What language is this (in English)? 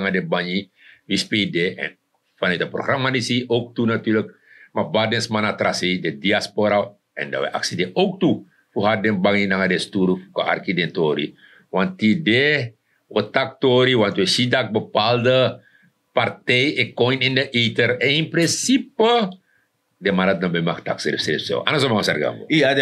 Sranan Tongo